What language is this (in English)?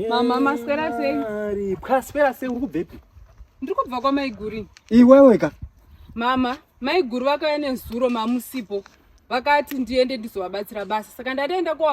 Shona